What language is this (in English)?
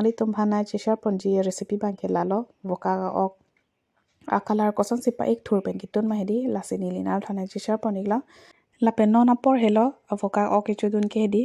Karbi